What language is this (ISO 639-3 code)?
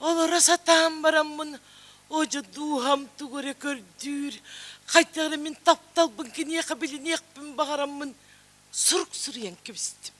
sah